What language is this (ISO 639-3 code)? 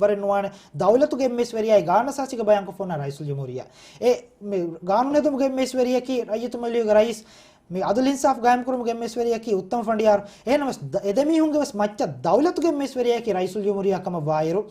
div